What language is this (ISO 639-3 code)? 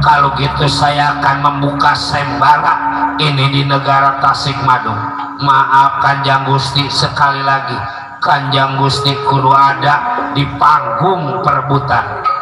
bew